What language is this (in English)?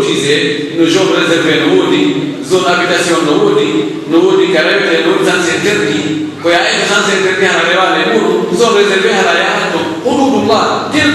Pular